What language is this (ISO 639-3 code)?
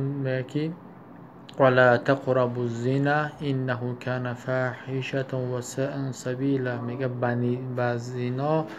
tgk